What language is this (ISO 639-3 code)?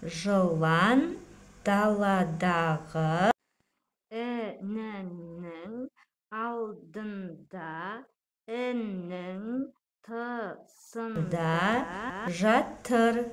kaz